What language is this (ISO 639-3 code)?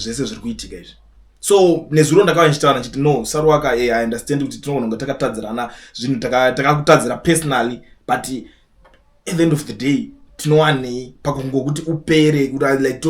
sna